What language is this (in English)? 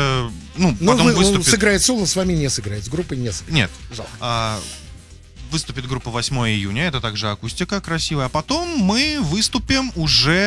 Russian